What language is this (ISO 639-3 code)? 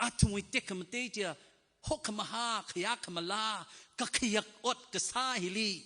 nmf